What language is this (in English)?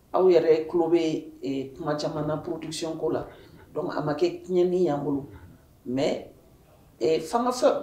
Bambara